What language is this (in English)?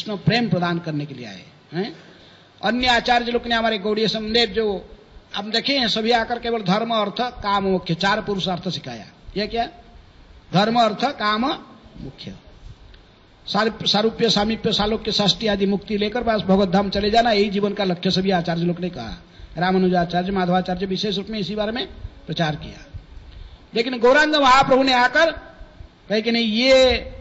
Hindi